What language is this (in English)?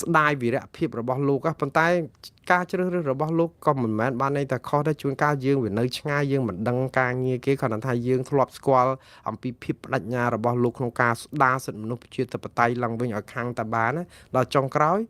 Khmer